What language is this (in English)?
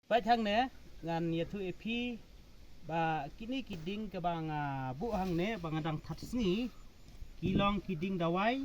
Khasi